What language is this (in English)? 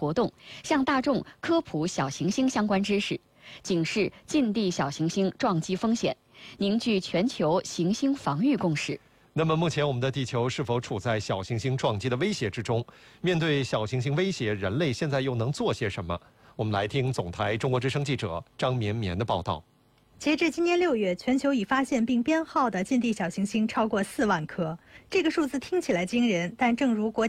Chinese